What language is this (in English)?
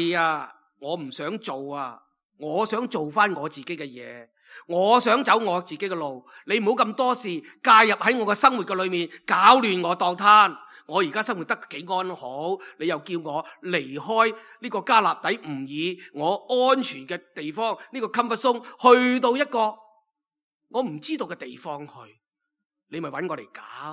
Cantonese